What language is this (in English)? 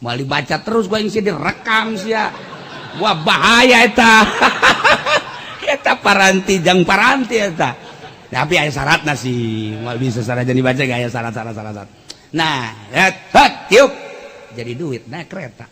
Sundanese